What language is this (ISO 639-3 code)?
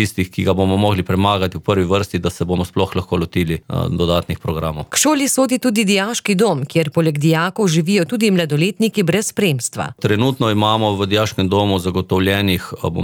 slv